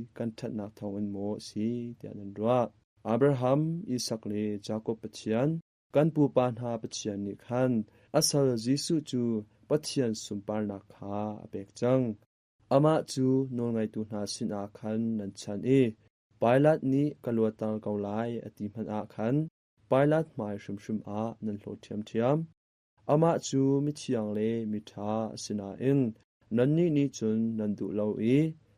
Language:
Hakha Chin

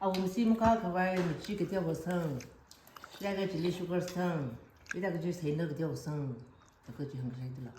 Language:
Tangkhul Naga (India)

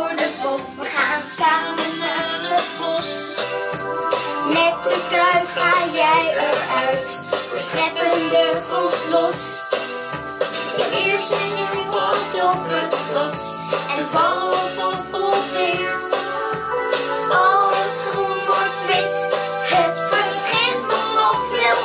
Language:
Dutch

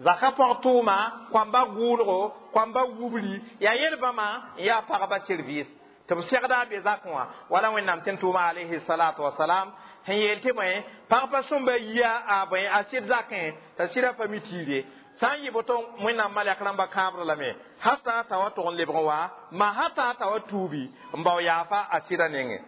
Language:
Mossi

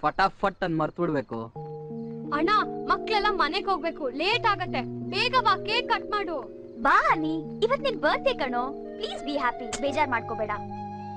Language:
Kannada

